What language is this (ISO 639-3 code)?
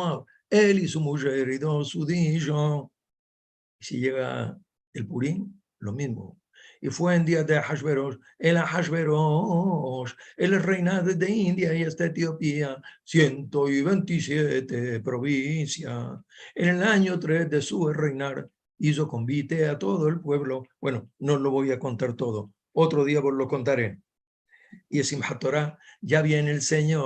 lad